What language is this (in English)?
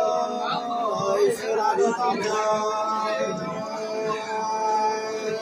Nung (Viet Nam)